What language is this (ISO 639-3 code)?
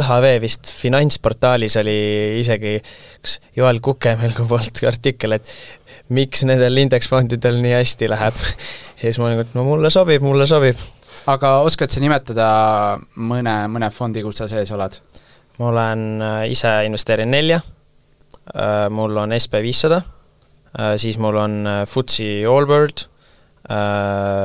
est